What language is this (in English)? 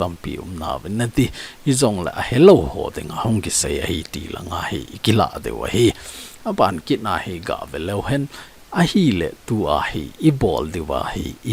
Thado Chin